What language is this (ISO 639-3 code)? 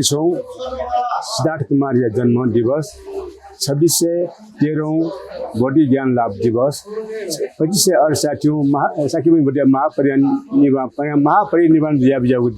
new